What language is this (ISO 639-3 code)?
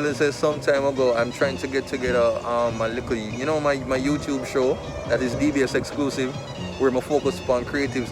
jam